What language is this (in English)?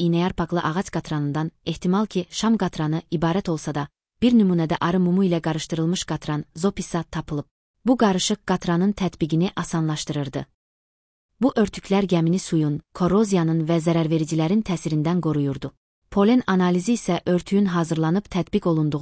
Azerbaijani